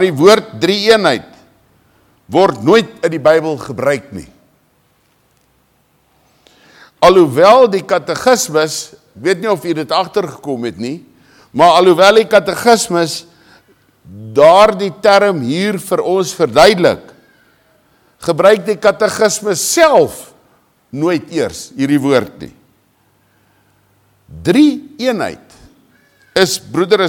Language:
Afrikaans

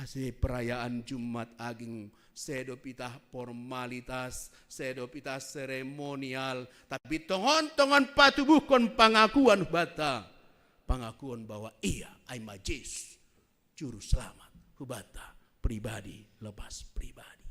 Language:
Batak Simalungun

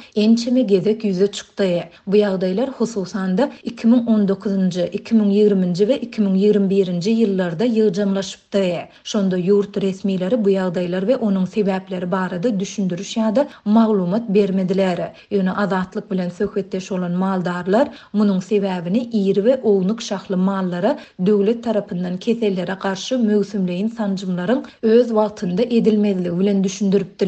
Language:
Turkmen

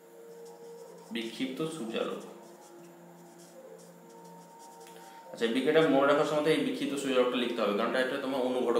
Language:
Bangla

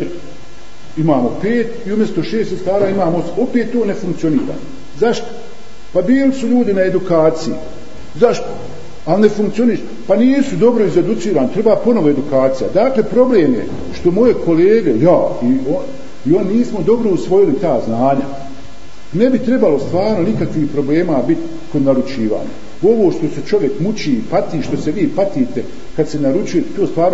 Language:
Bosnian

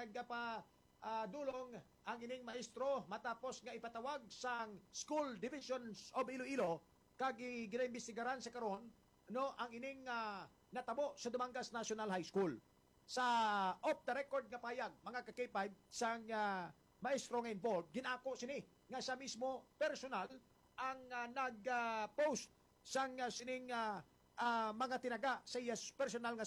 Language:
Hiligaynon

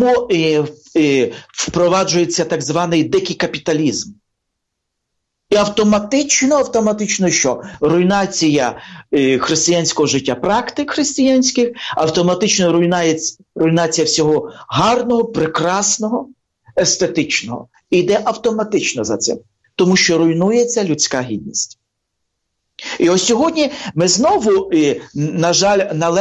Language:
Ukrainian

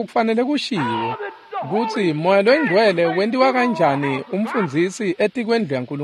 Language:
Swati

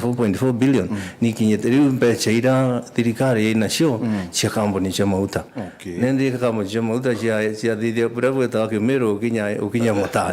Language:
Meru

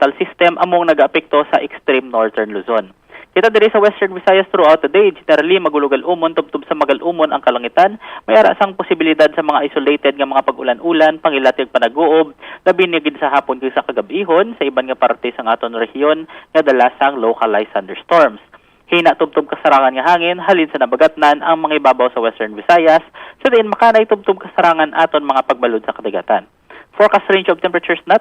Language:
Hiligaynon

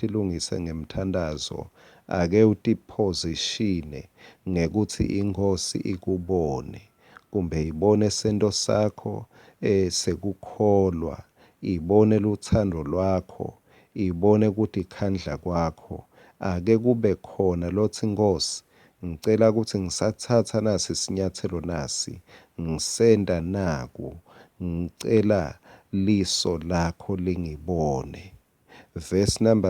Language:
Swati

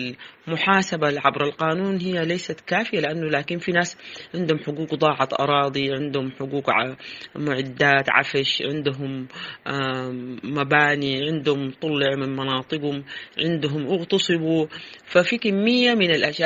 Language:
Sudanese Arabic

